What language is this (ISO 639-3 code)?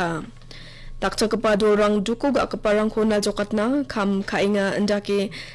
grt